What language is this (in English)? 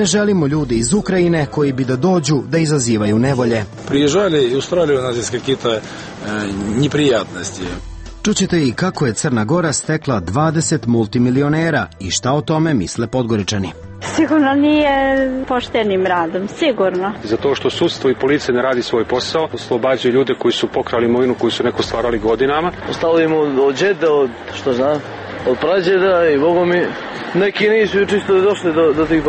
Serbian